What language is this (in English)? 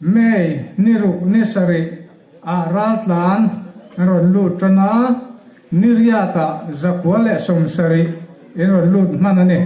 Hmar